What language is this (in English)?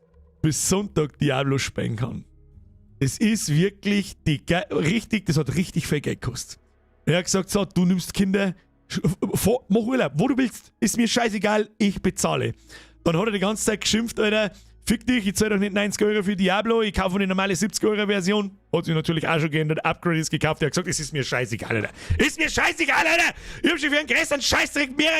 Bavarian